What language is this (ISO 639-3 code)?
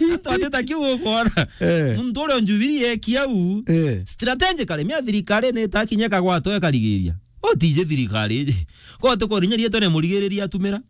mer